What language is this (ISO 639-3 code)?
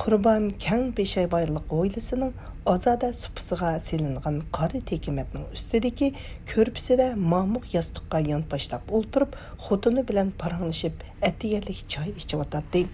uig